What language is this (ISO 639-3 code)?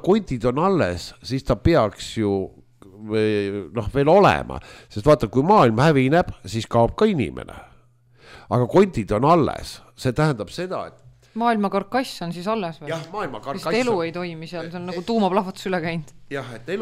est